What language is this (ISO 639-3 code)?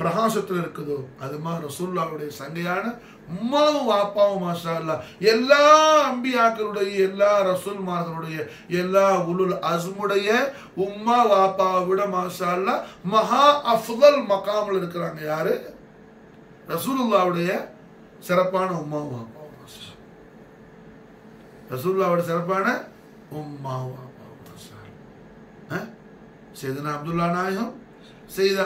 tam